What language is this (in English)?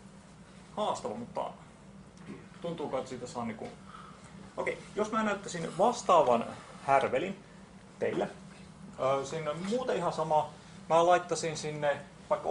Finnish